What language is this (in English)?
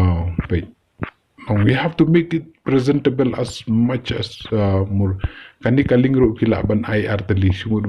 Khasi